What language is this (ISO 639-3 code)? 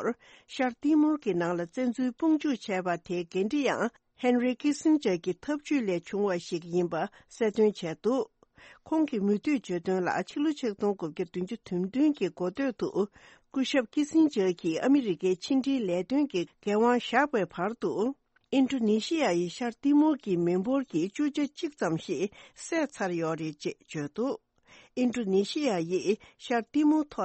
bod